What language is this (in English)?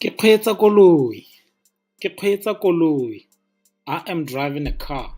Tswana